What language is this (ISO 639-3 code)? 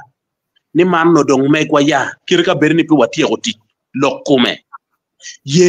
ach